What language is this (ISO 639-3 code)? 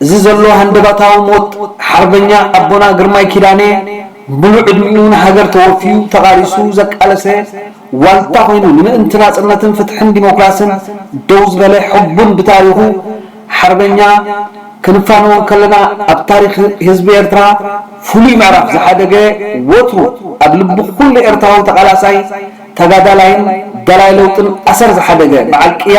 tir